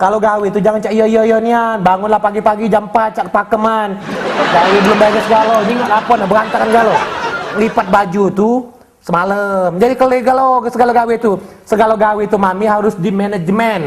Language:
Musi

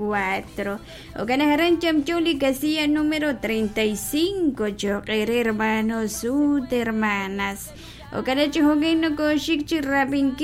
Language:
Kekchí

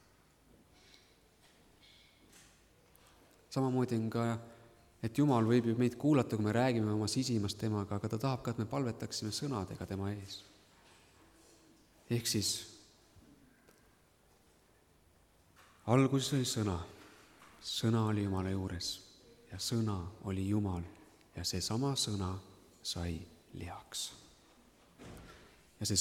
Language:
Estonian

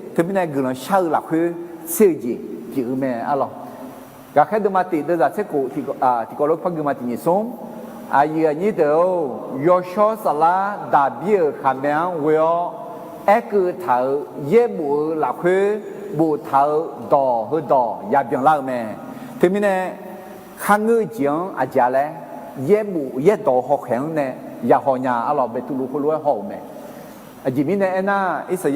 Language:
Akha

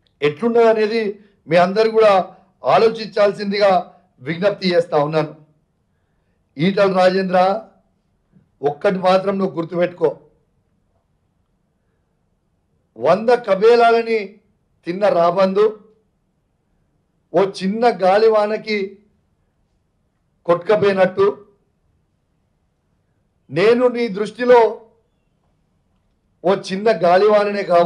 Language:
Telugu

